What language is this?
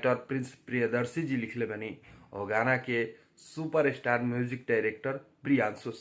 Bhojpuri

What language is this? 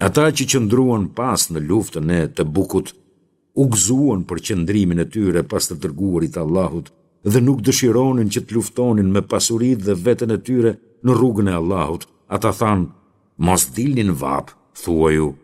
Albanian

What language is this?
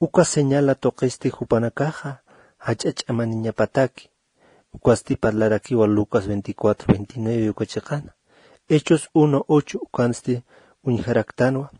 Aymara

